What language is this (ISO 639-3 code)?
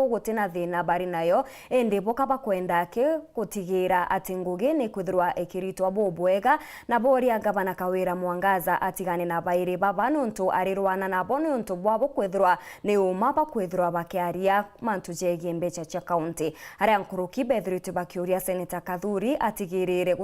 mer